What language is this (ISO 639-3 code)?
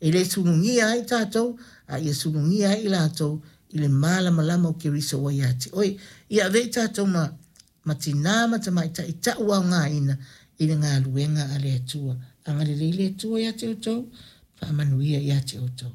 smo